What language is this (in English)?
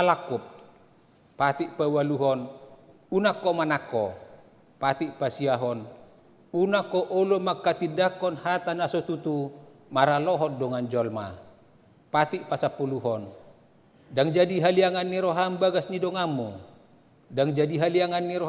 Batak Toba